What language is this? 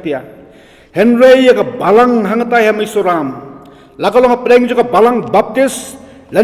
Khasi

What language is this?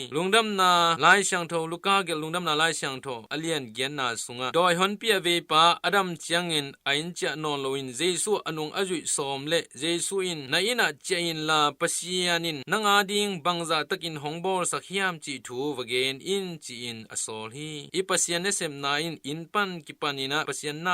Tedim Chin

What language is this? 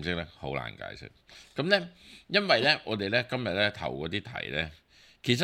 Cantonese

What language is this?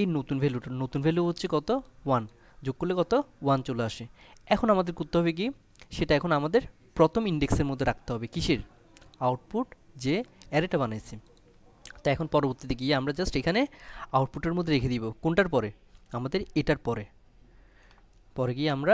Bangla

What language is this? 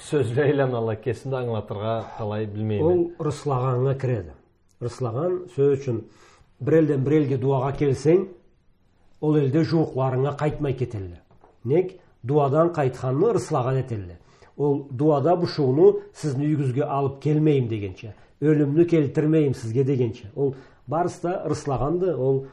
Karachay-Balkar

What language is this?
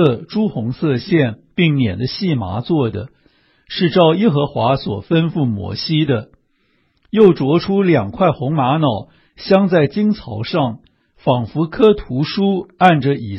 Chinese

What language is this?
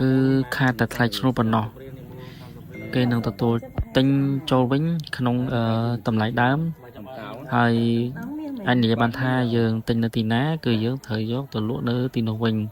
Khmer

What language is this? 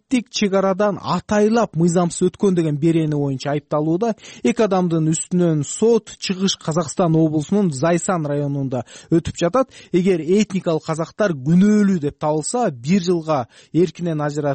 Kyrgyz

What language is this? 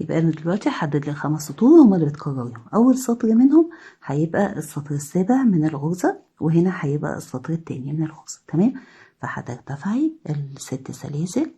Egyptian Arabic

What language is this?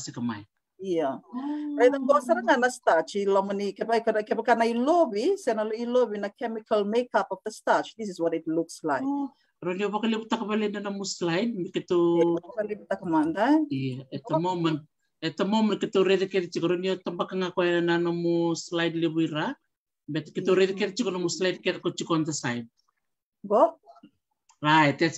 Fijian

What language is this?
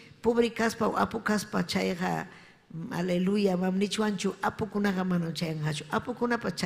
Ayacucho Quechua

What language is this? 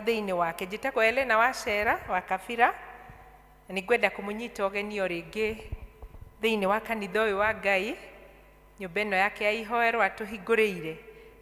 Kikuyu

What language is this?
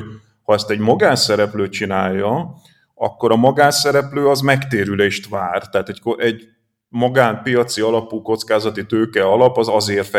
Hungarian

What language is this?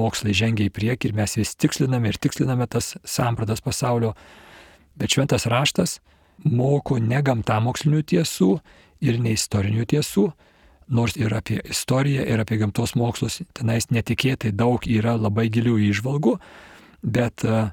Lithuanian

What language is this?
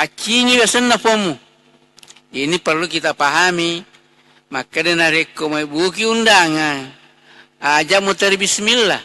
Buginese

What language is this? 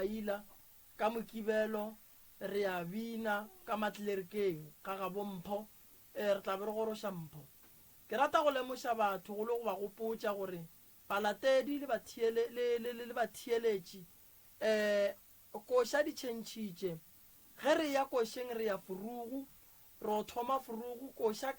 Northern Sotho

